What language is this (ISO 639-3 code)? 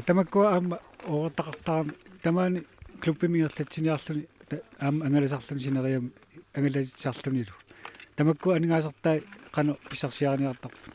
kal